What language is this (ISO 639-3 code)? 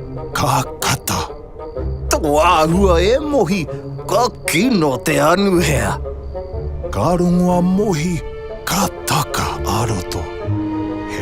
mri